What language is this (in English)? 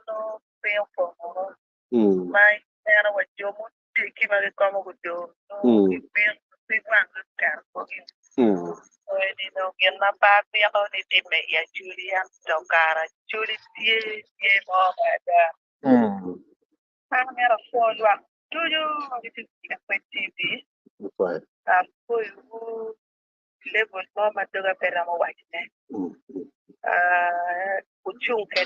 Acoli